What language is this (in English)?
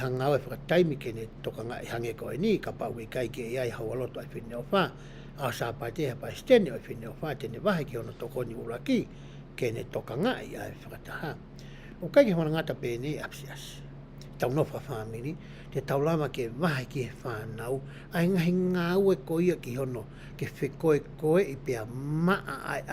Tongan